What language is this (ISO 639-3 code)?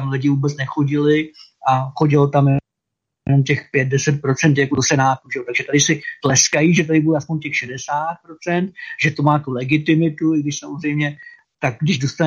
ces